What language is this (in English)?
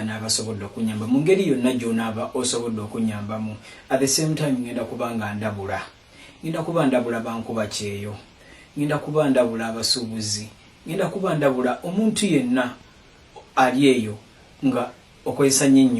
Ganda